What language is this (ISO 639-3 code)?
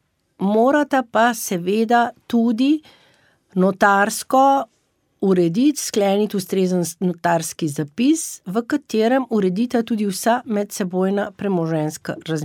slv